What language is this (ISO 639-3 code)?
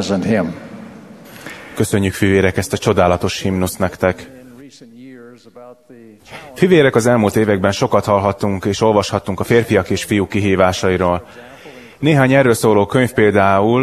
hun